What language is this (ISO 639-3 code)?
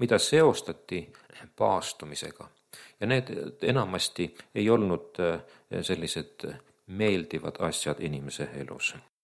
est